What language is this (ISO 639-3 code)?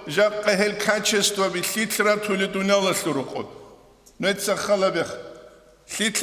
ava